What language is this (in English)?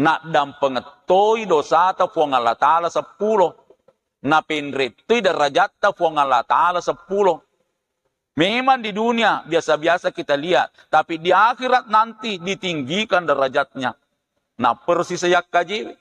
Buginese